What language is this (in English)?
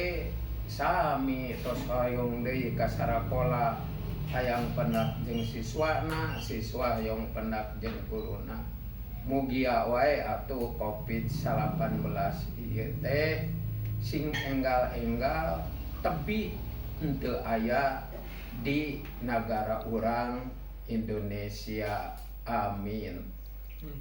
Sundanese